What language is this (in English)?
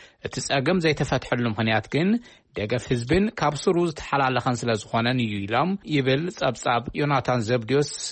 Tigrinya